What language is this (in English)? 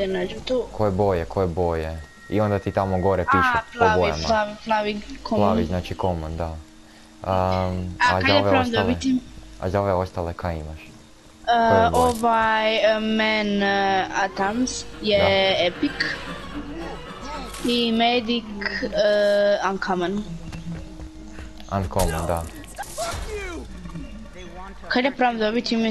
Croatian